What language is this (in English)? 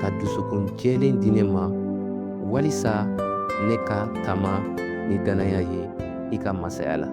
Bambara